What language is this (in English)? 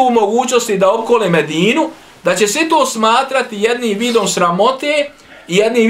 Bosnian